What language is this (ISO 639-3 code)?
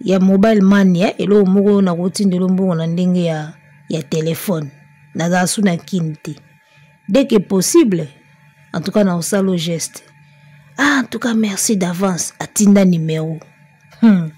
lin